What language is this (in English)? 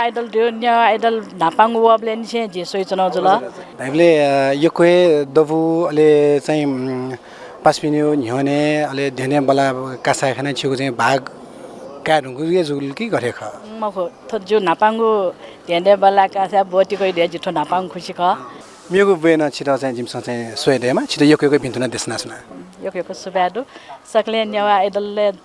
Newari